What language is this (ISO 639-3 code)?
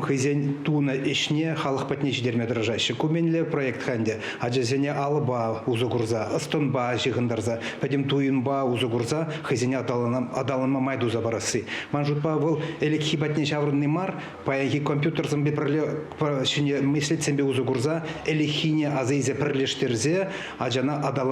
chv